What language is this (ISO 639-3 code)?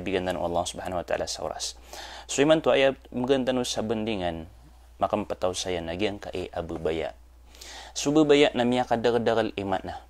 mrw